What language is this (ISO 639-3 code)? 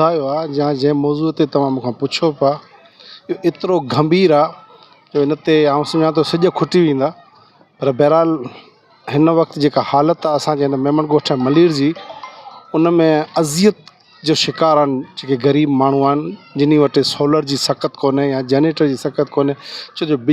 snd